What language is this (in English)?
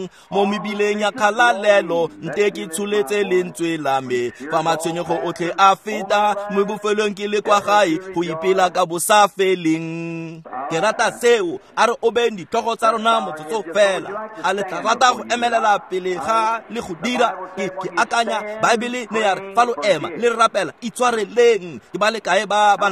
Tswana